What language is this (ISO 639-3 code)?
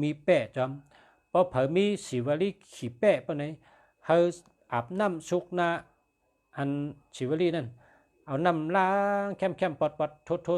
shn